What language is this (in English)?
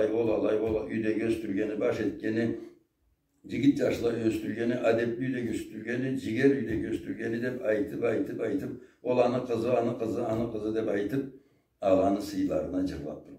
Karachay-Balkar